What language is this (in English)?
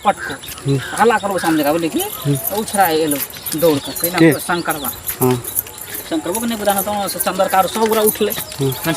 Maithili